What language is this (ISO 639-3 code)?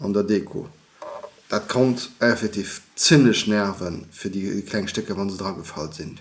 ltz